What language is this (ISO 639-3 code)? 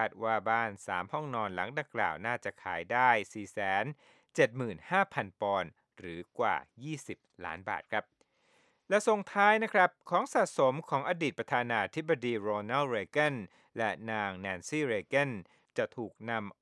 tha